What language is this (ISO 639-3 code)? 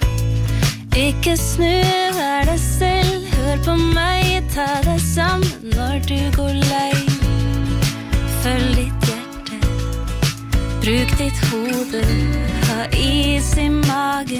nor